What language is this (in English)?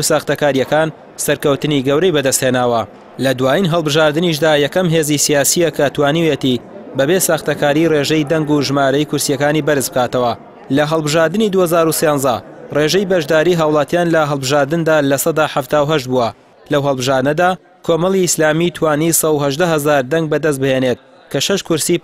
Central Kurdish